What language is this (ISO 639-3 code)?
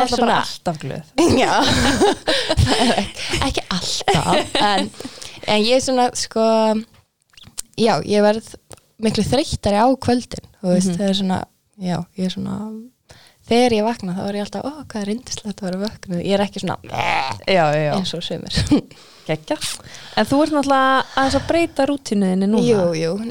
isl